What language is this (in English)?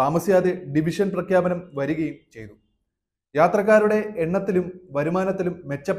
Malayalam